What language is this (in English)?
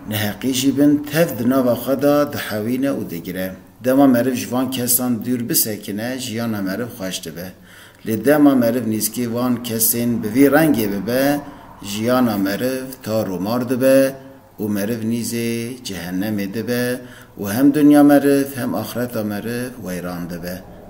Kurdish